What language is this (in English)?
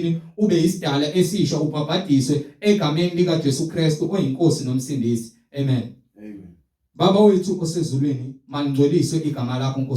Zulu